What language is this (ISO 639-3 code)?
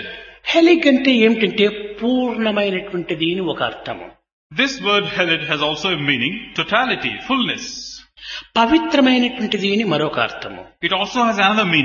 tel